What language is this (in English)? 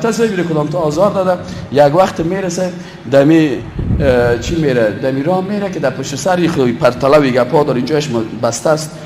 Persian